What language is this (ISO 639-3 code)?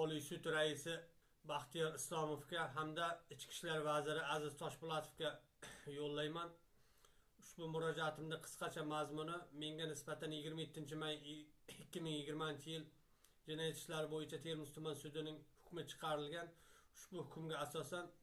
uzb